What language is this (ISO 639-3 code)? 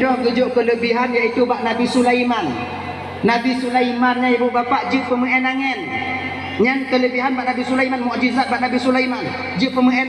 ace